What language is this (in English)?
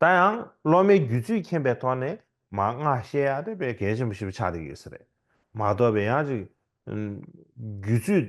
Tibetan